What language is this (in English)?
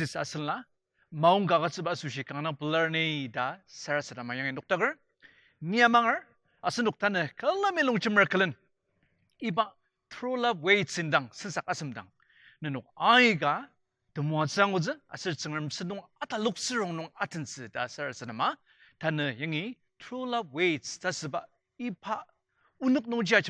Ao Naga